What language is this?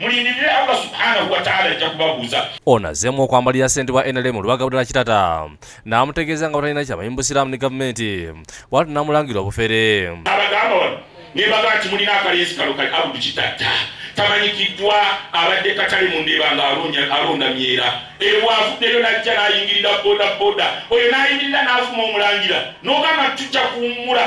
Ganda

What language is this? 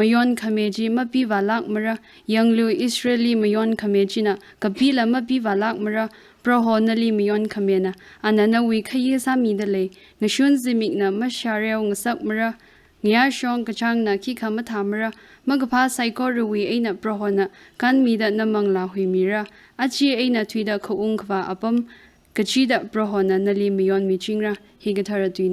Tangkhul Naga (India)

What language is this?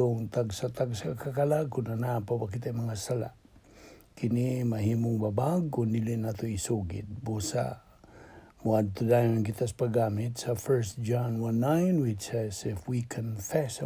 Cebuano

